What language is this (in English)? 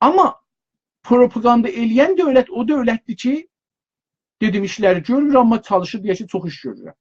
South Azerbaijani